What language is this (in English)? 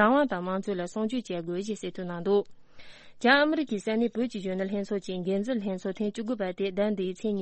Tibetan